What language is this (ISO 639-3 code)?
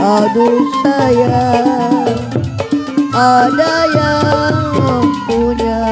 bew